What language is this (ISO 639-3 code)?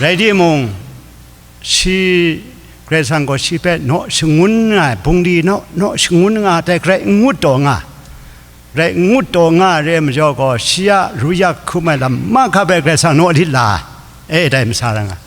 kac